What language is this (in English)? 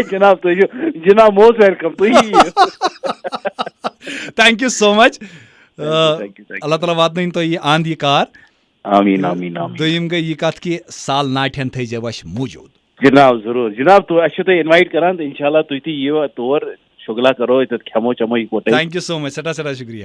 Kashmiri